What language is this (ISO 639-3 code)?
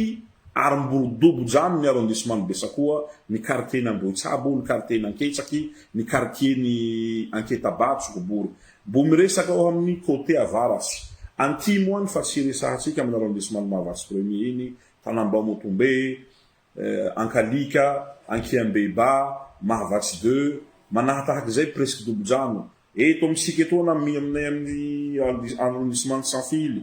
mlg